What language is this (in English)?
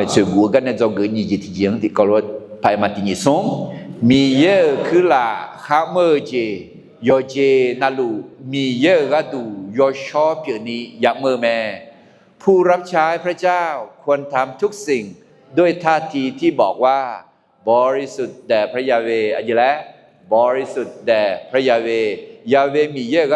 Akha